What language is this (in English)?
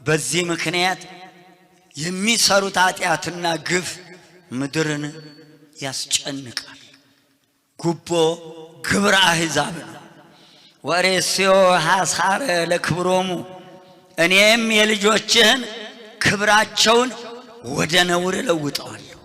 Amharic